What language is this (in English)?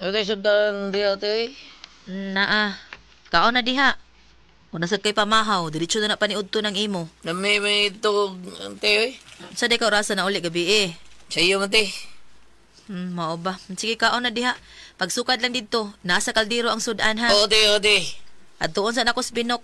Cebuano